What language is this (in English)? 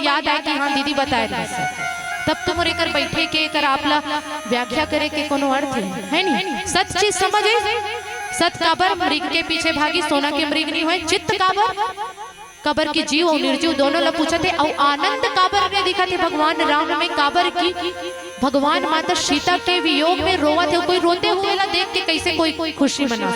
Chhattisgarhi